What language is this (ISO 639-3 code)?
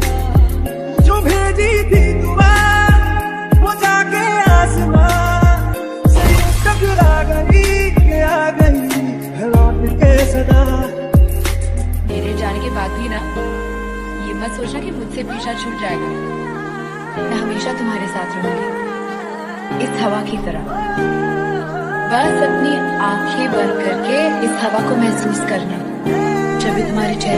hin